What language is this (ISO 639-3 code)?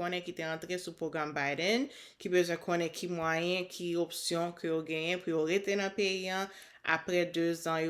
hat